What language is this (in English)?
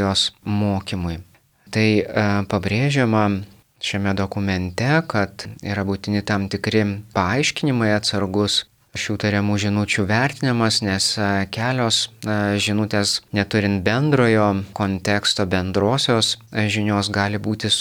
Lithuanian